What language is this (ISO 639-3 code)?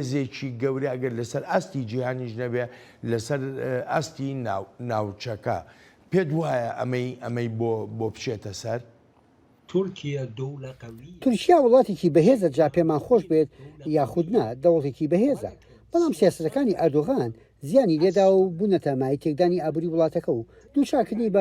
ckb